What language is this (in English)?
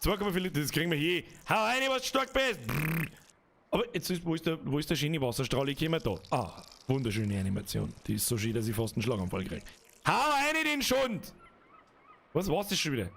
Bavarian